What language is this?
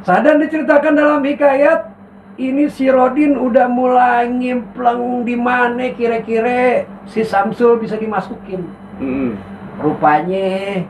Betawi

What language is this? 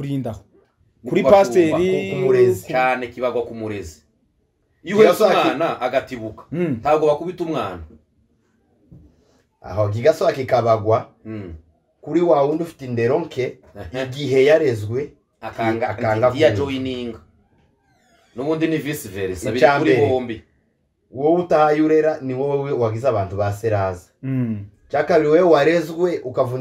Kinyarwanda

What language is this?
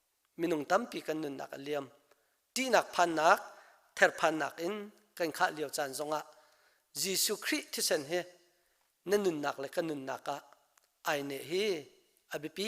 Hakha Chin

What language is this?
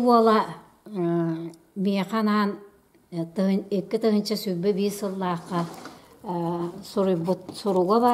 Yakut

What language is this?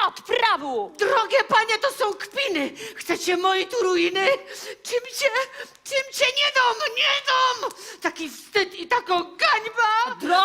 Silesian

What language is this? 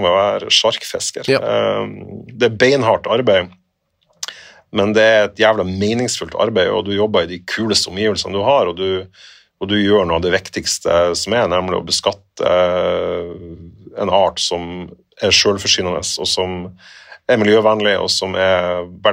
Norwegian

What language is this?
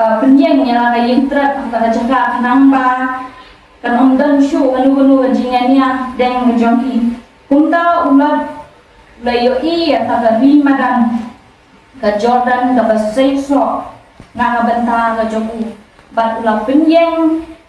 Khasi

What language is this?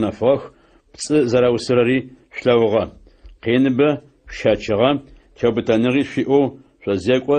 Adyghe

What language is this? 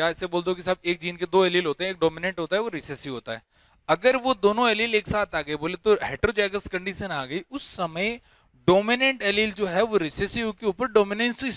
Hindi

